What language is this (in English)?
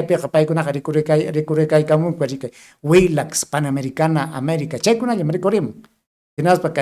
Ayacucho Quechua